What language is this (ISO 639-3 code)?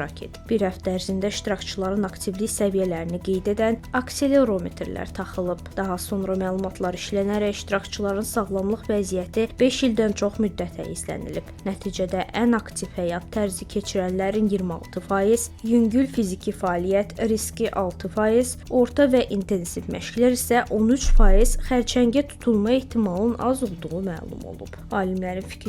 aze